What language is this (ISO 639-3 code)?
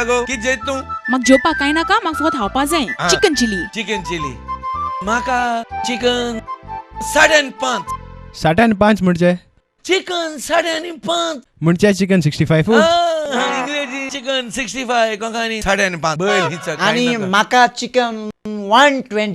kok